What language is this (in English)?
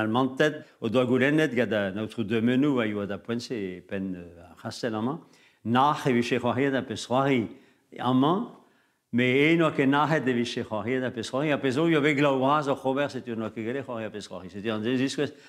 Breton